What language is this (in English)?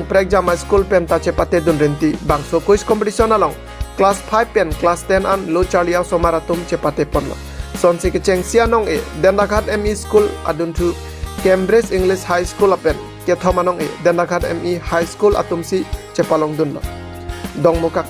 Karbi